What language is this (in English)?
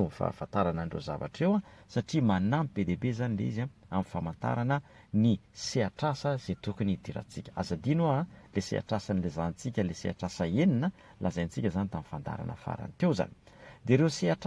Malagasy